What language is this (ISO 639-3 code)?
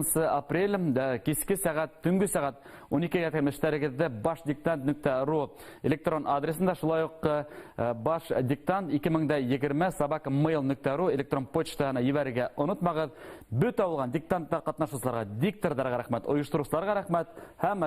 bak